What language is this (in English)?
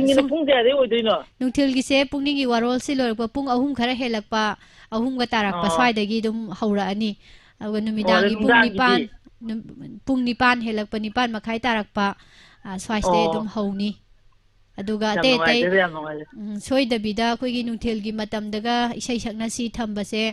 Manipuri